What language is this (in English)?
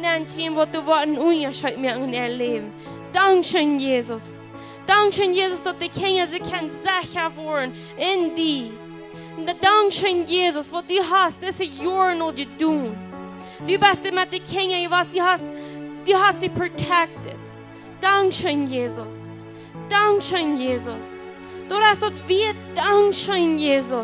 Plautdietsch